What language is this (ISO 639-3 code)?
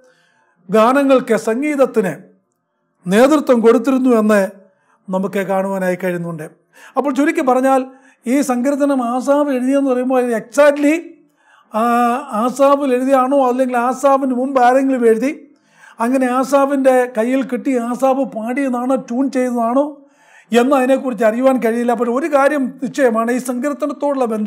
mal